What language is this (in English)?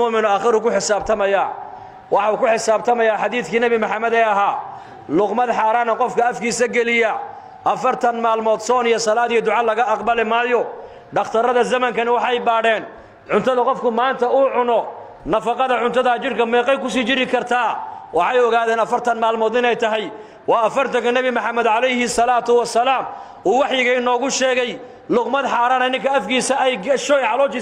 Somali